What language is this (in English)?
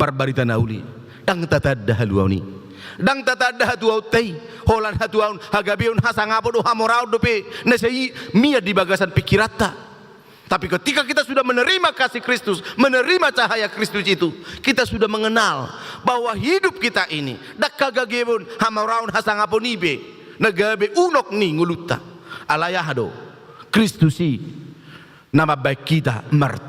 Batak Toba